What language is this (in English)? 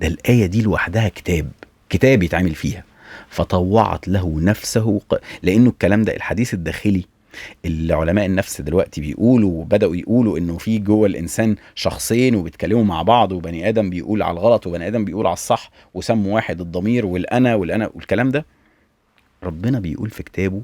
Egyptian Arabic